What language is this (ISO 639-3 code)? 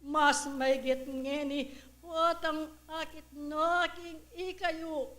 pam